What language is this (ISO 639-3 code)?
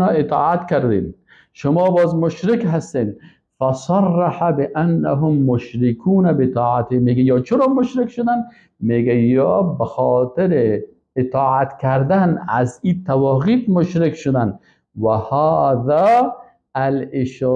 fas